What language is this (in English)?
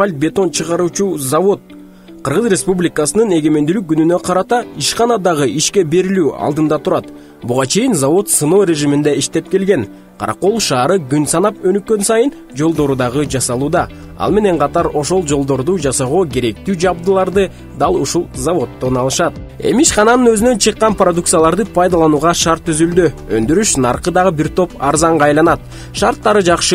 Kyrgyz